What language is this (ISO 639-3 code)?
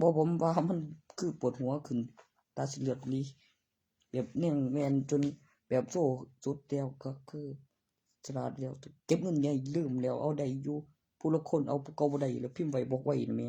tts